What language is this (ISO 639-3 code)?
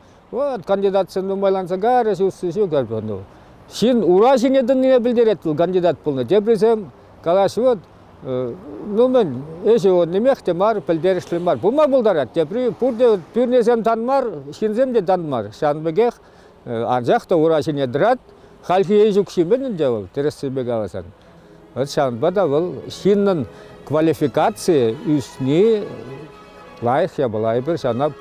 chv